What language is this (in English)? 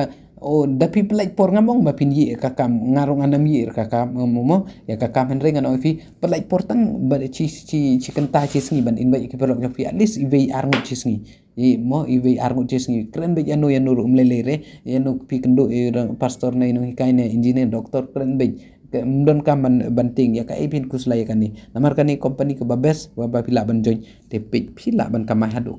Khasi